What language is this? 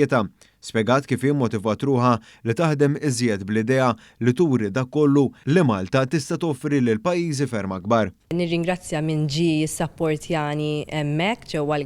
Maltese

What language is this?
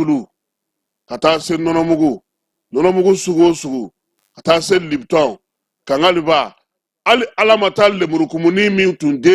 Bambara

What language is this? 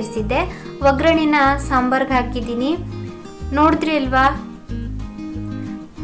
Kannada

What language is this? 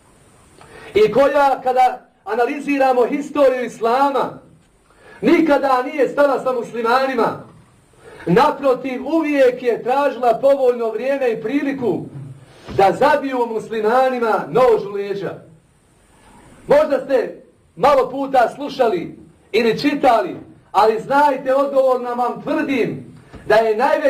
Bosnian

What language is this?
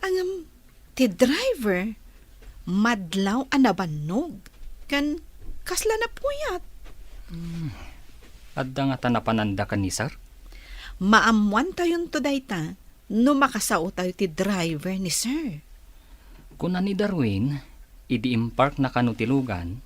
Iloko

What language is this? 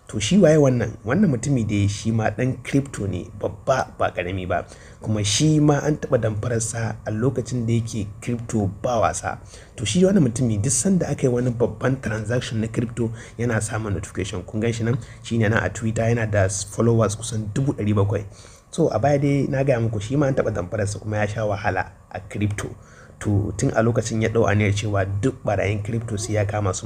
Hausa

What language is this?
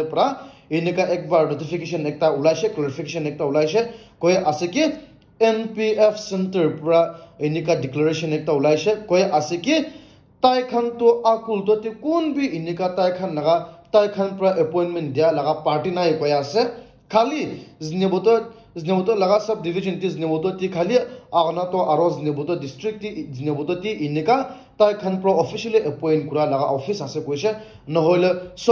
Naga Pidgin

